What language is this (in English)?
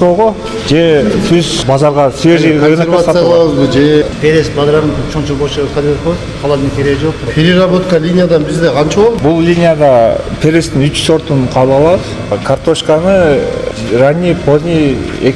Kyrgyz